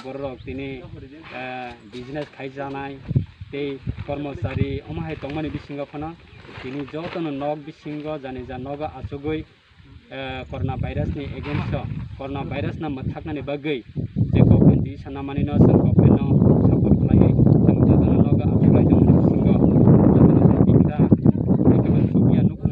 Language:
Kok Borok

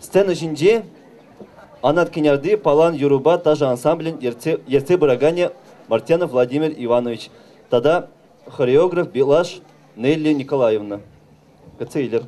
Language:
Chuvash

